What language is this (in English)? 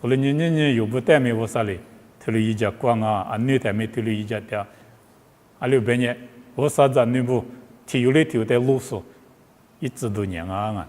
Lisu